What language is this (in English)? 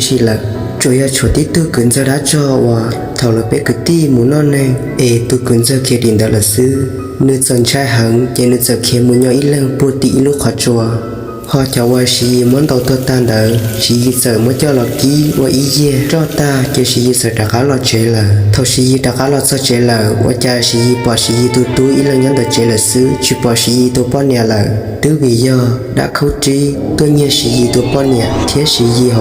Hmong